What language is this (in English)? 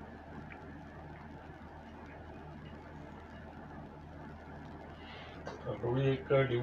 Hindi